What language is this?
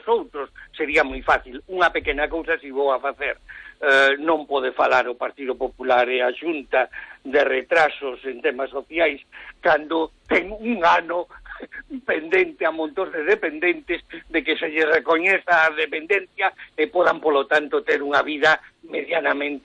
Galician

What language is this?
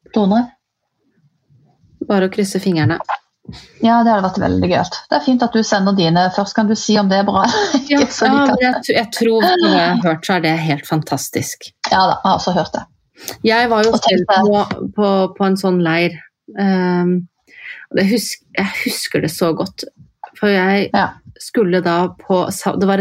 Norwegian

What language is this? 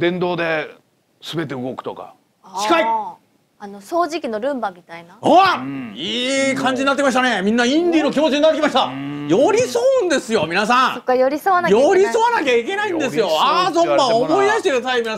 Japanese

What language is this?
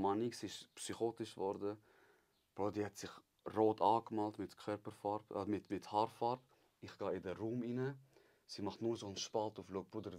Swiss German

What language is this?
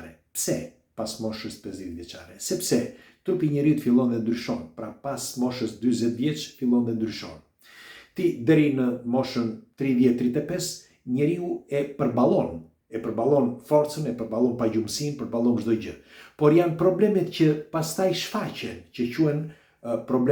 Albanian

